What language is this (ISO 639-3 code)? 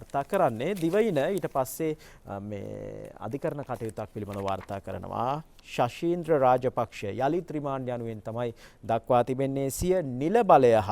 sin